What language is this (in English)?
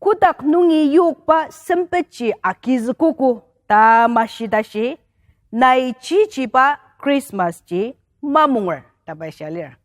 Ao Naga